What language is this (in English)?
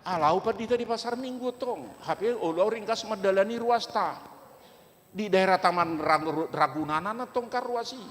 Batak Toba